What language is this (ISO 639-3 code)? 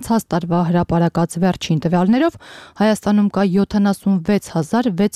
hye